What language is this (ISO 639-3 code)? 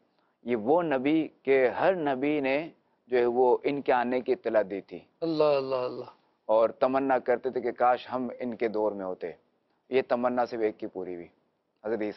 urd